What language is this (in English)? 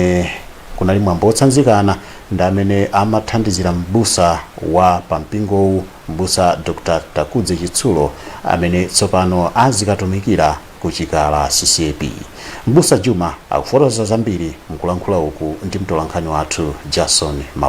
Nyanja